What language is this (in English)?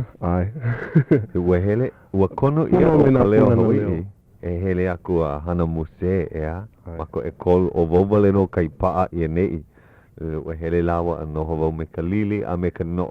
Hawaiian